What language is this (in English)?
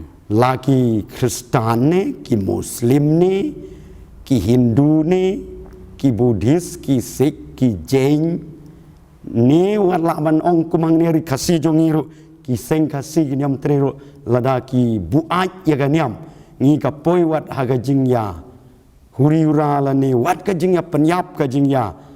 Khasi